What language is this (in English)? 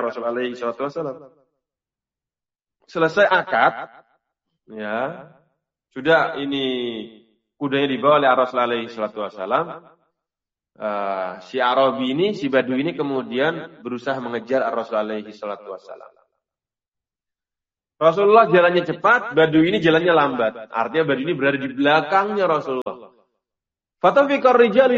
Indonesian